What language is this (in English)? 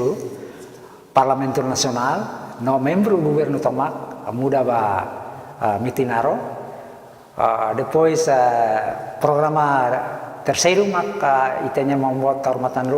Tetum